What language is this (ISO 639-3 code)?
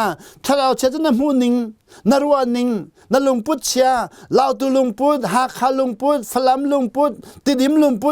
cnh